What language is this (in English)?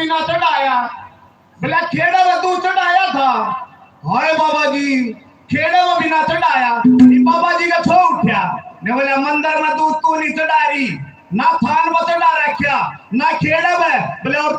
Haryanvi